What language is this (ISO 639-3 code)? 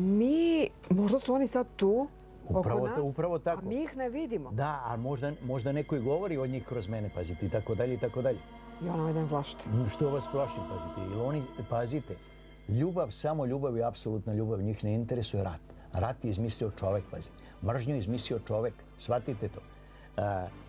srp